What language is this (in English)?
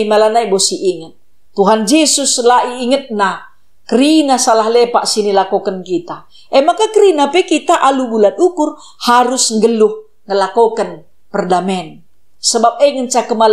Batak Karo